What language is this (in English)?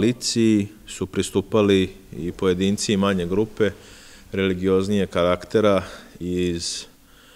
Serbian